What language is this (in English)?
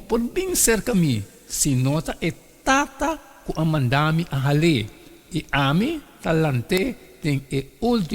Papiamento